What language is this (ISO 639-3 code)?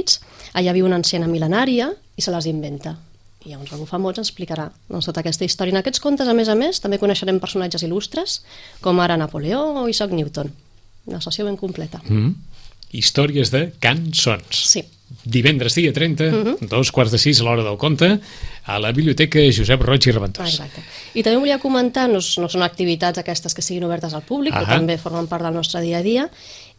cat